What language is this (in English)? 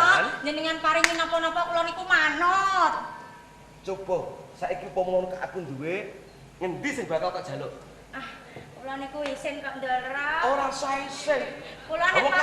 Javanese